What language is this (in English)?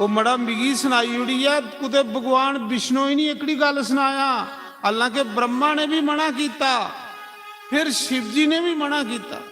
Dogri